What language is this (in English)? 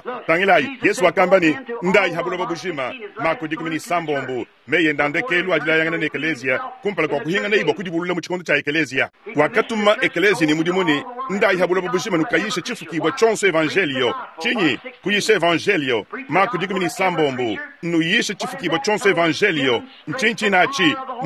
Luba-Lulua